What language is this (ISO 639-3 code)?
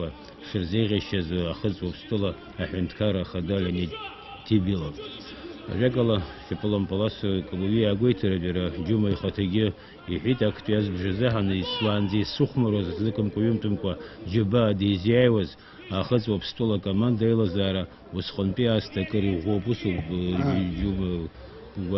abk